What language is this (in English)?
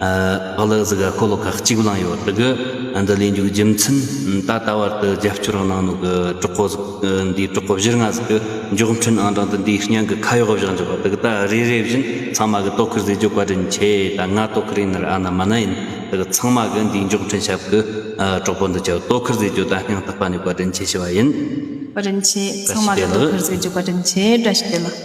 Tibetan